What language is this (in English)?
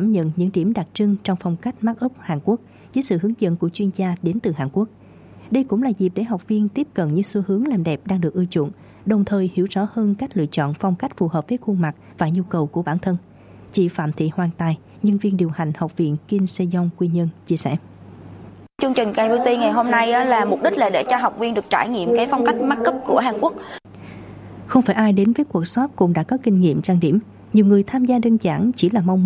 Vietnamese